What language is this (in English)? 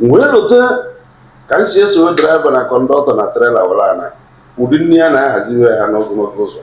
Igbo